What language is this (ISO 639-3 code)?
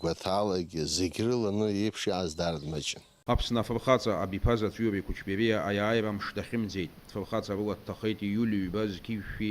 abk